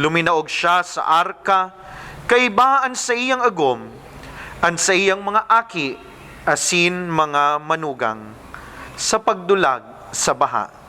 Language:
Bikol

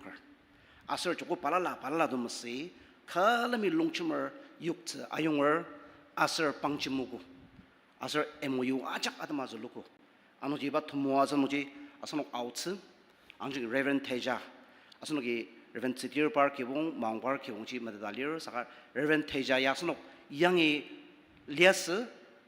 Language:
Ao Naga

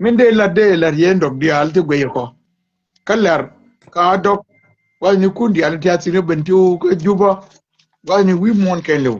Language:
Nuer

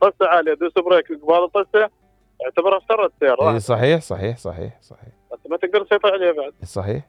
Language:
Mesopotamian Arabic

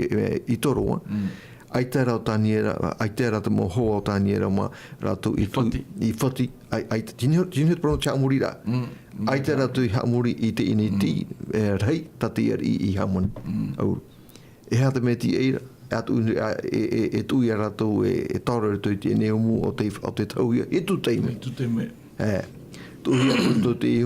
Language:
Tahitian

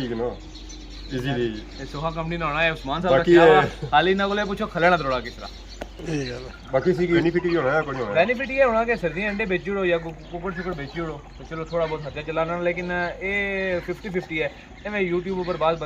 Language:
Pahari-Potwari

